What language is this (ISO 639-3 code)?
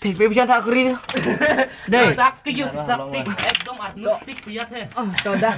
mjw